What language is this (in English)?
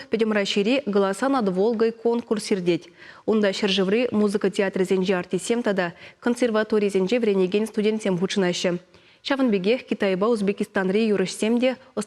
Chuvash